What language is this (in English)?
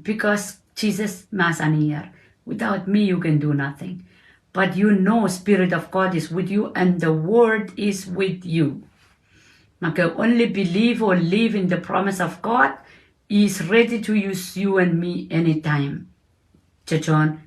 Pohnpeian